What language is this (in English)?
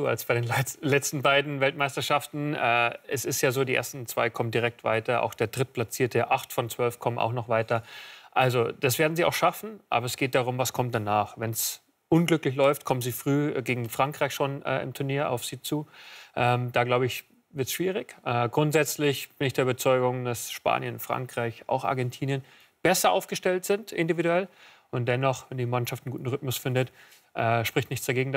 German